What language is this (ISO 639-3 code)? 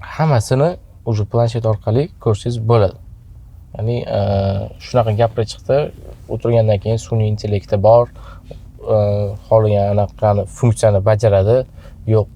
uzb